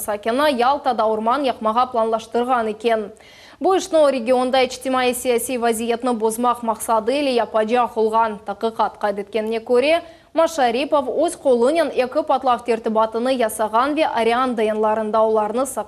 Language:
Crimean Tatar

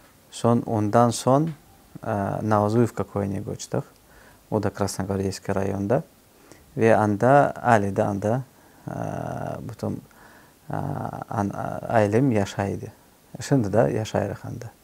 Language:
Crimean Tatar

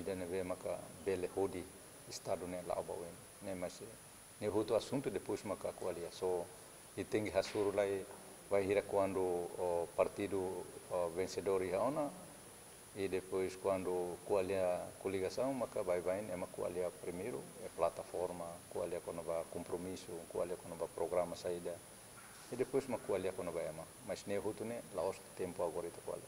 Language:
Tetum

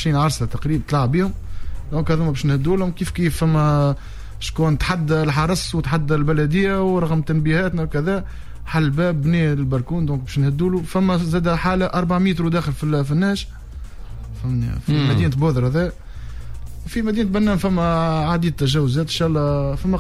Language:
Tunisian Arabic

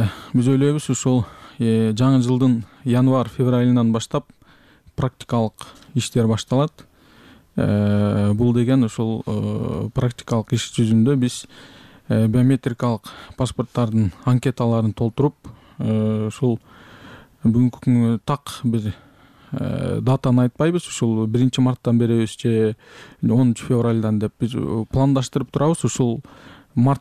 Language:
Kyrgyz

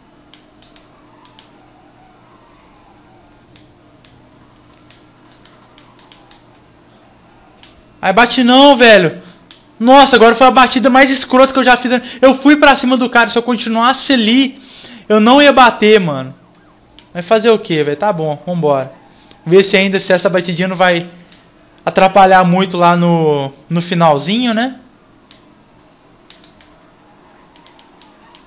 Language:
Portuguese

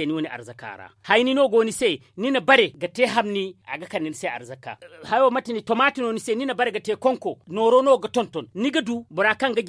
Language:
Zarma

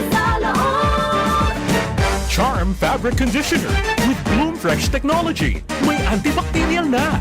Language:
Bikol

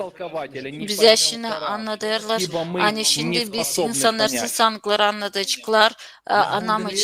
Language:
Gagauz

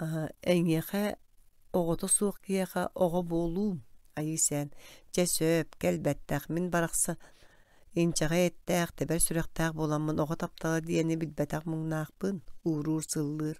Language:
Yakut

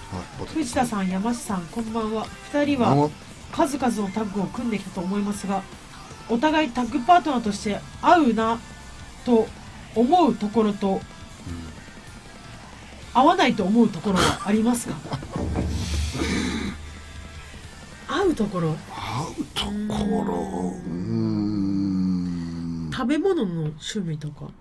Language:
Japanese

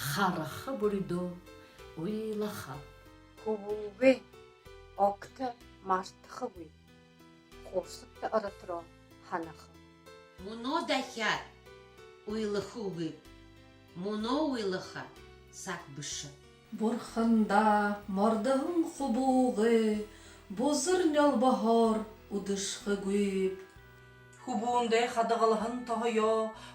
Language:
Buriat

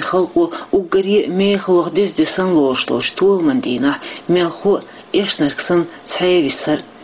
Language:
Chechen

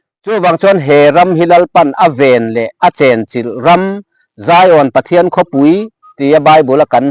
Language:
Mizo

